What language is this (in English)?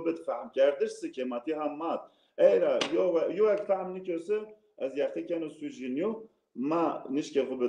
Zaza